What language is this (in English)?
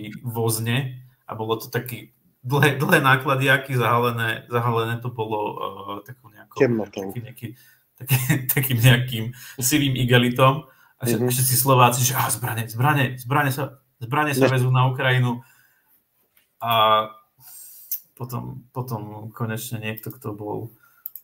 Slovak